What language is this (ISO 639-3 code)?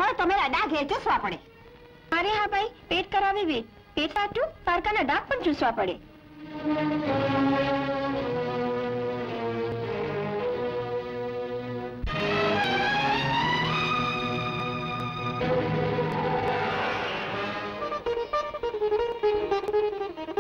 guj